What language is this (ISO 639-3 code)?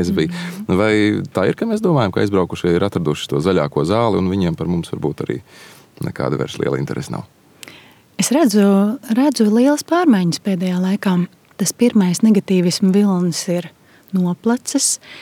lav